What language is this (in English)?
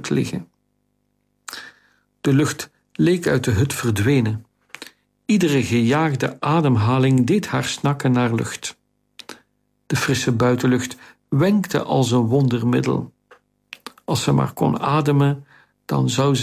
Dutch